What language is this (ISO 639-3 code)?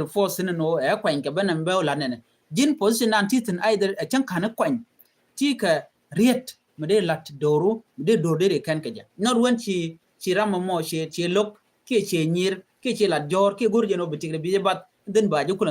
nus